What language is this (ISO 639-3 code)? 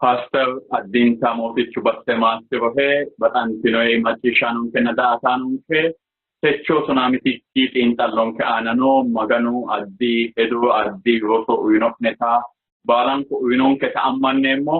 sid